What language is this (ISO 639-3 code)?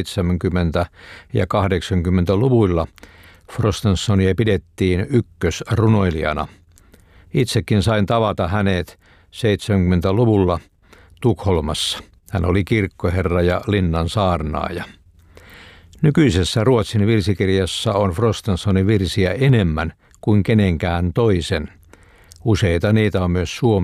fin